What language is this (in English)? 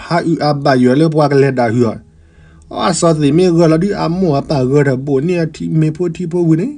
S'gaw Karen